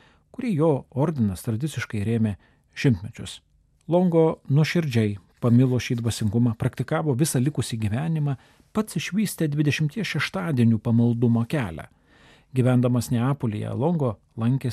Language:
Lithuanian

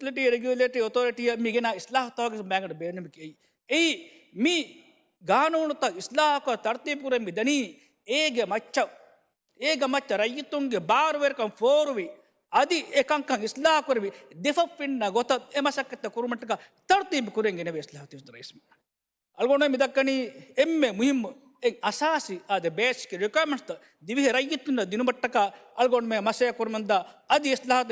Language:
Divehi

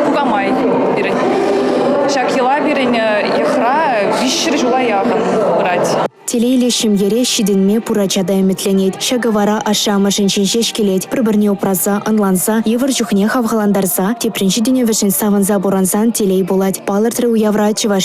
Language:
Chuvash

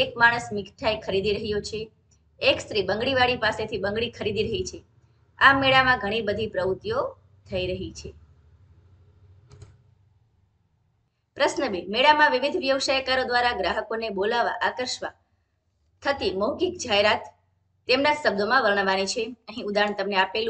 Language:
Gujarati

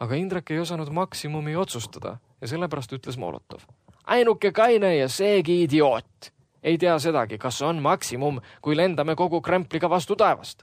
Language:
Estonian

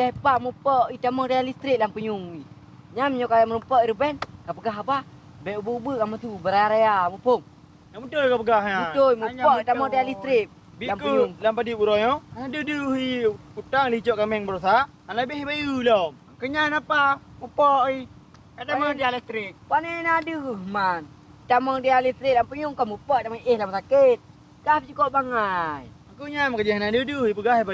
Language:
Achinese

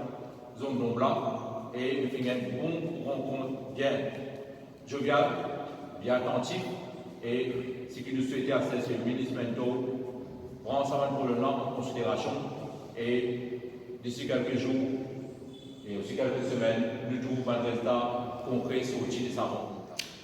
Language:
Morisyen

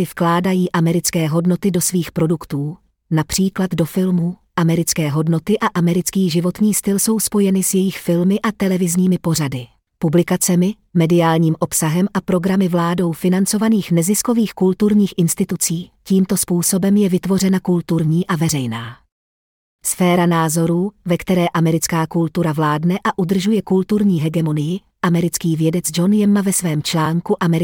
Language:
Czech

